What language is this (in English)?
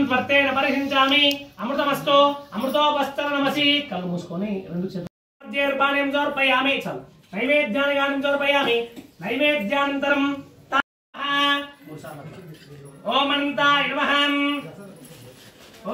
Telugu